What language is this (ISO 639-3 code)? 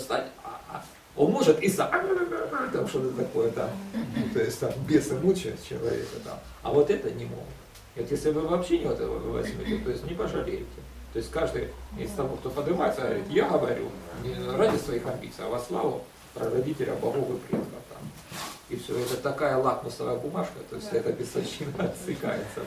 rus